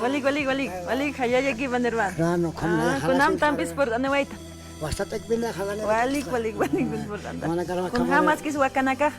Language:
Aymara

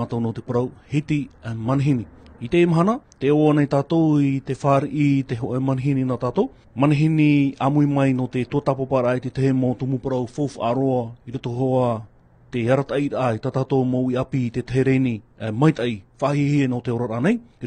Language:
Tahitian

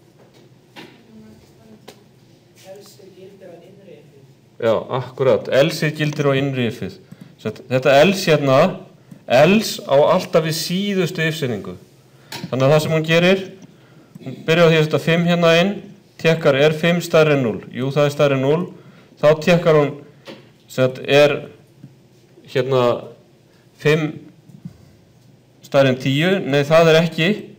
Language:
Icelandic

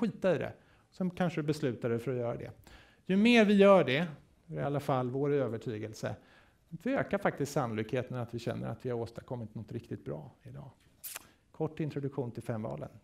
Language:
Swedish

